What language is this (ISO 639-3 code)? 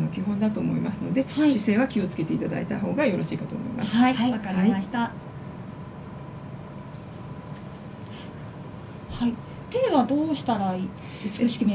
jpn